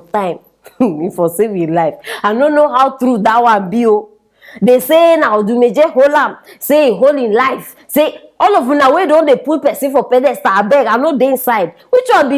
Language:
Nigerian Pidgin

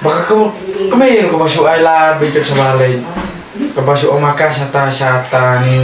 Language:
Khasi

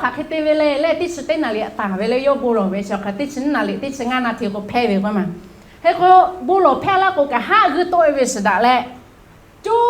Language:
Lahu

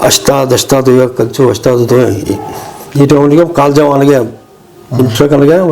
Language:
Eastern Balochi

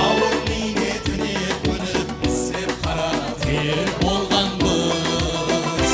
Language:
Kara-Kalpak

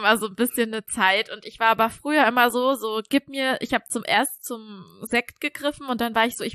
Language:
German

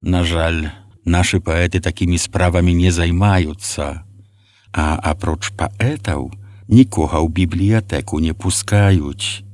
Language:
Belarusian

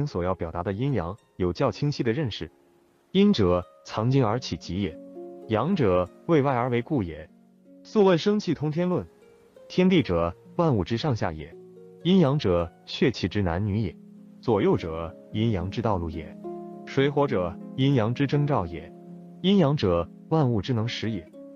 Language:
Chinese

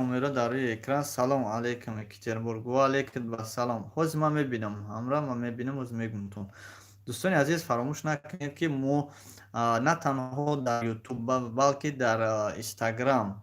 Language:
Tajik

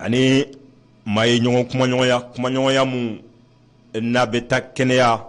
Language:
Bambara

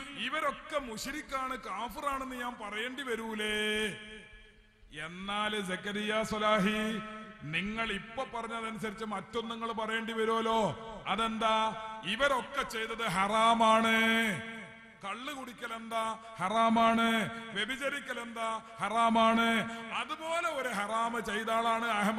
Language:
Malayalam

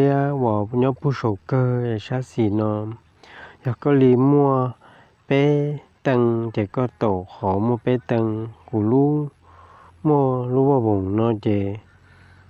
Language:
Hmong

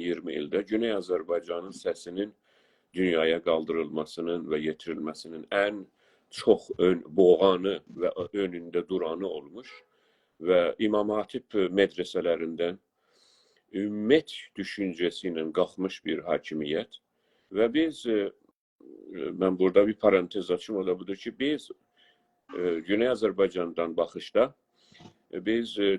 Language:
South Azerbaijani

